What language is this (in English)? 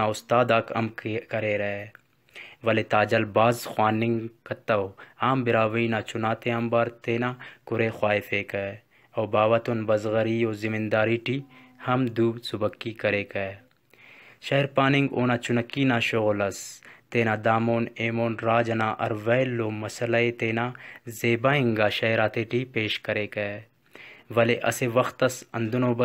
Brahui